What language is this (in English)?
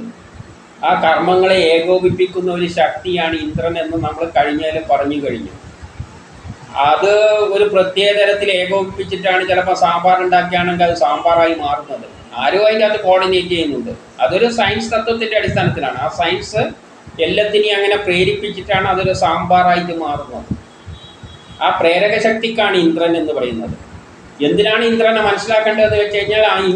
Malayalam